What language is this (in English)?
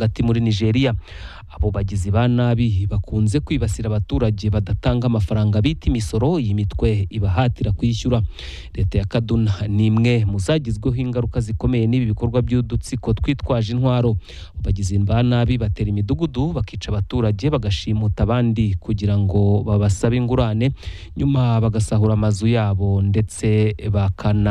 Kinyarwanda